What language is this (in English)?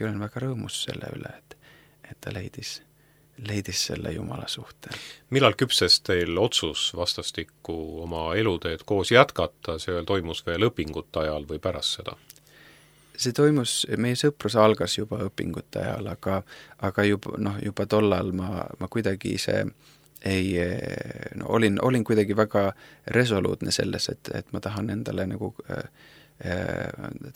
Estonian